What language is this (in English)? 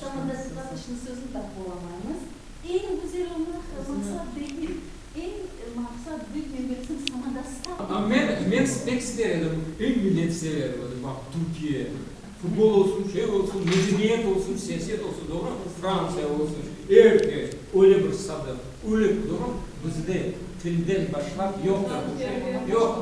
Crimean Tatar